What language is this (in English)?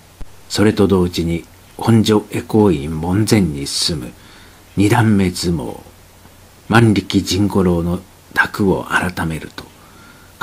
Japanese